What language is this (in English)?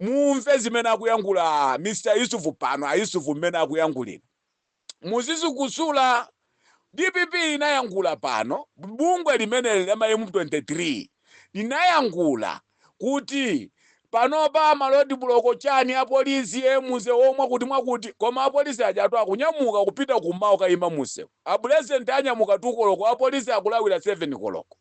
Nyanja